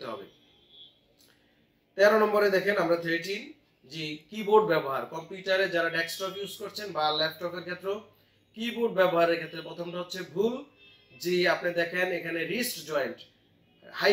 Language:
Bangla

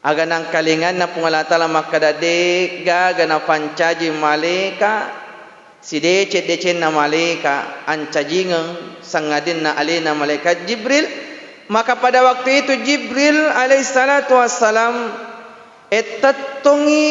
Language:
Buginese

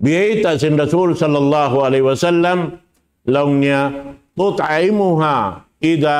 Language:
Tausug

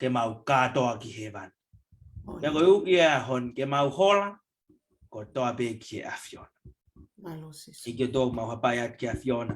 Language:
Tongan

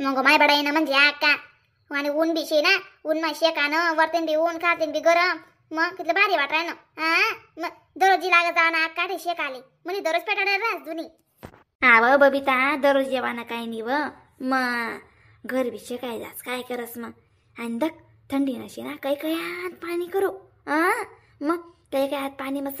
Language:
Khandesi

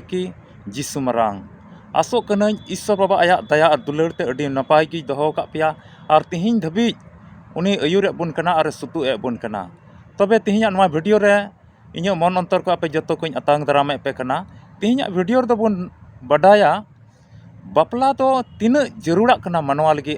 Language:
Santali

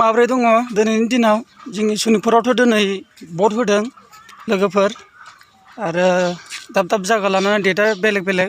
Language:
Bodo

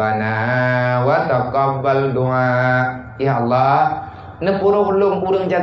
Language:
Achinese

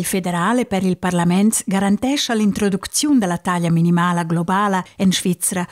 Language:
Romansh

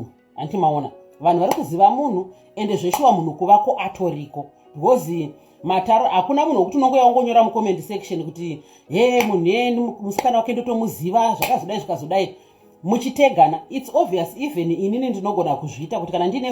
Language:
Shona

